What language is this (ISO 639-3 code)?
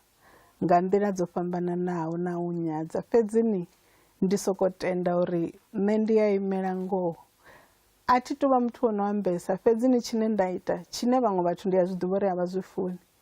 ven